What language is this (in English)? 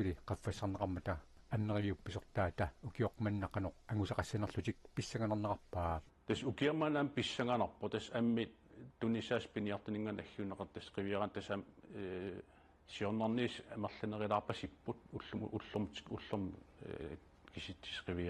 Kalaallisut